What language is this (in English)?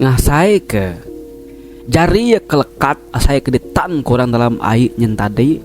Iban